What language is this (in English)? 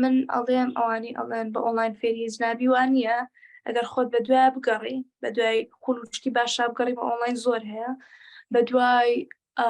Central Kurdish